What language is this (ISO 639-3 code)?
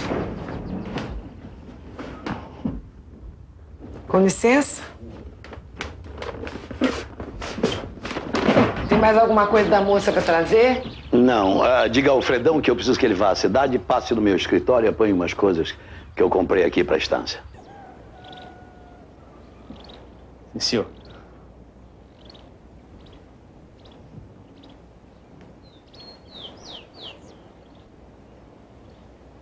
por